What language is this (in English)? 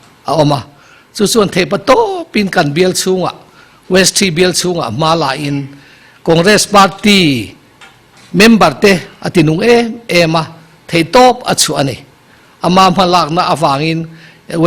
Mizo